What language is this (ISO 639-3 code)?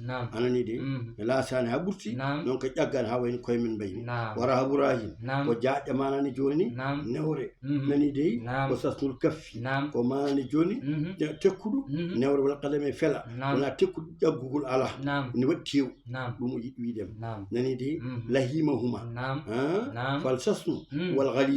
ful